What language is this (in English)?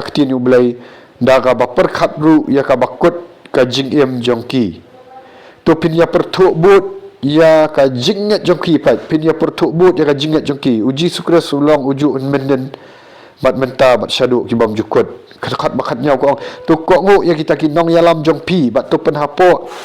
Khasi